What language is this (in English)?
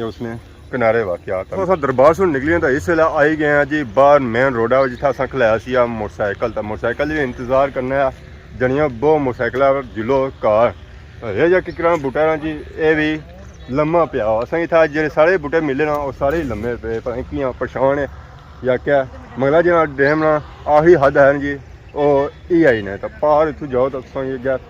Pahari-Potwari